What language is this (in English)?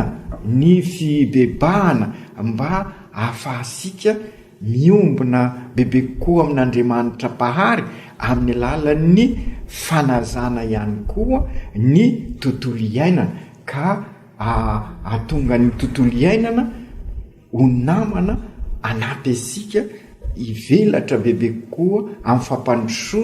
Malagasy